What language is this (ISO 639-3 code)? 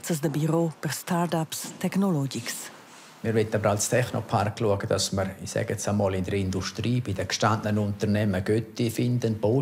roh